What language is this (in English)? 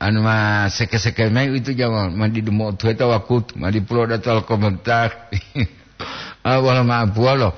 Gorontalo